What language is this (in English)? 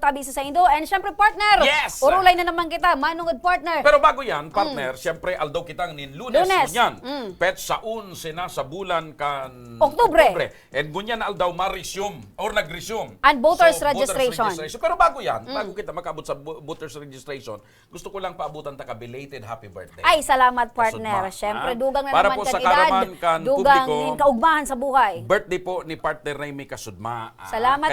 Bikol